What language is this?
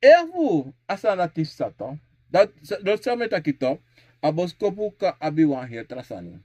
Sranan Tongo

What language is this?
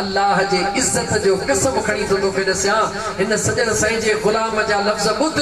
Sindhi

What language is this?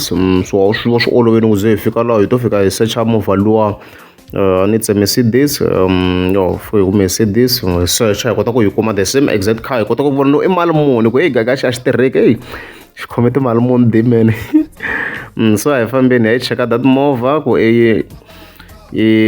Tsonga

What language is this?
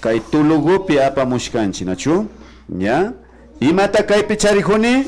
Imbabura Highland Quichua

